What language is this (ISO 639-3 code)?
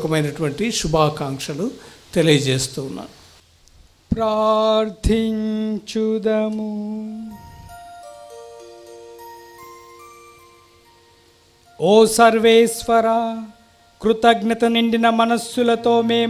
tel